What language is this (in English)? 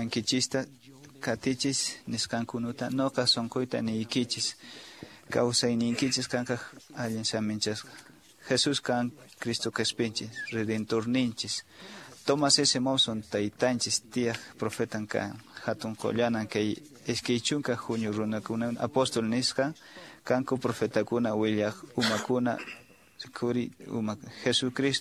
Quechua